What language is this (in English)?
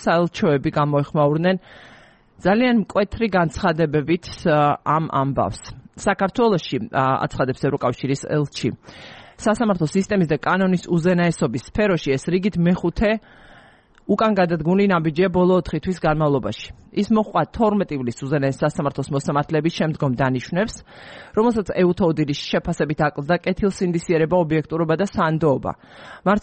Georgian